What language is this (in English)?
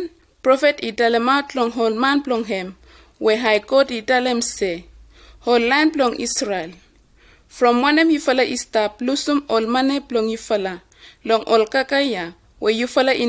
Bislama